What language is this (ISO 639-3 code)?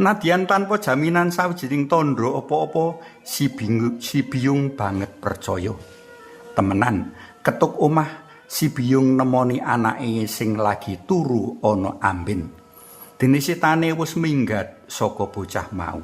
jav